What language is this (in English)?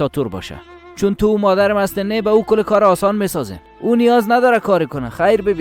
Persian